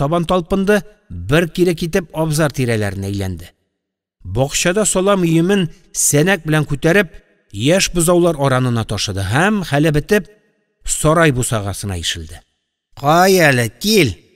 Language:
Tatar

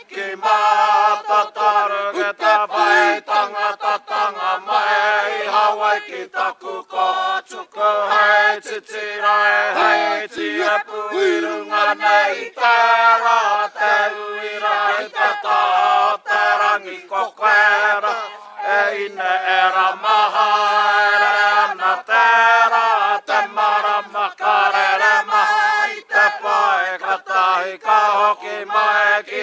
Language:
Māori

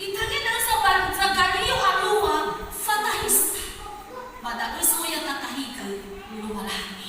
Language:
Nias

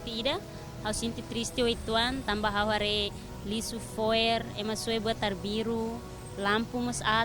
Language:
Tetum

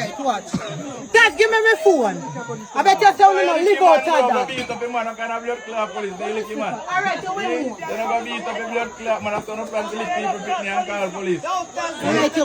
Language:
Jamaican Creole English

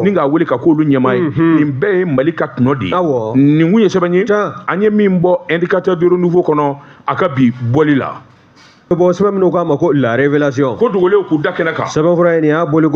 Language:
Bambara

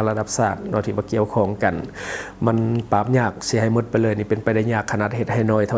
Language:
Lao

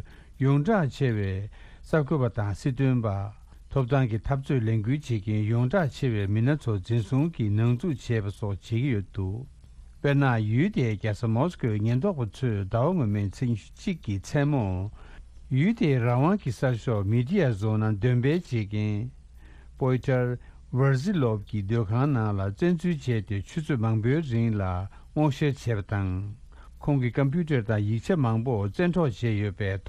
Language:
Tibetan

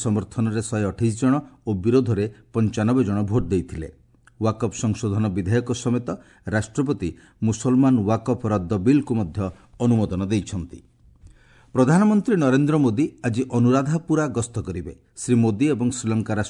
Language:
Odia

